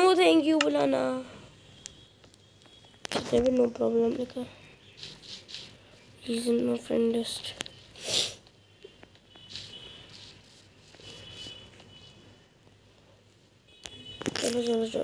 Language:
Hindi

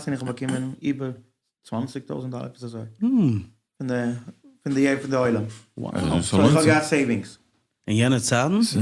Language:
Yiddish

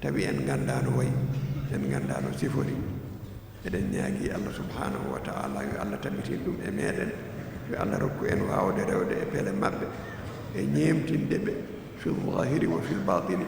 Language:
Fula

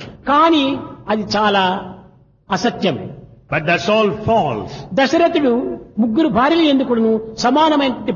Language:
Telugu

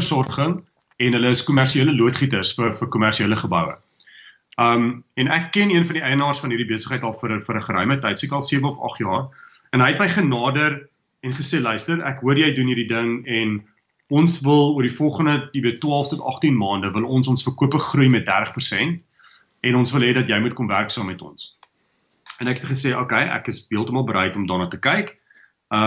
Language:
Afrikaans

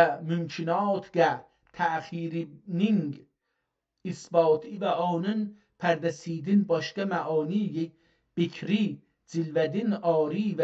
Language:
South Azerbaijani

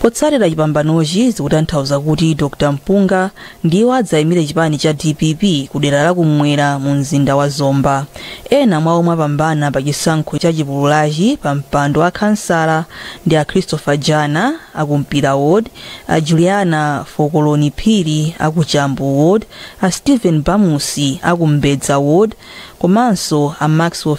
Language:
Nyanja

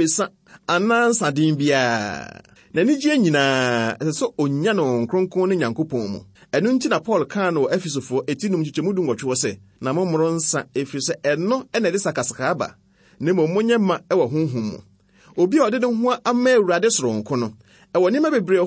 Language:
Akan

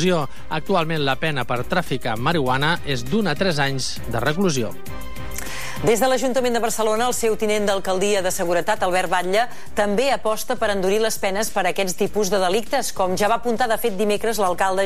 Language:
Catalan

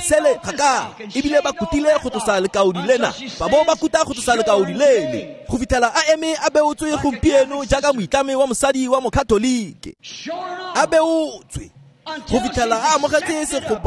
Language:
Tswana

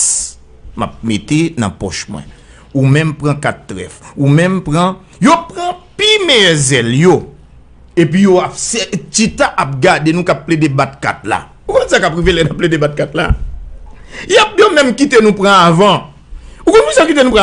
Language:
Haitian Creole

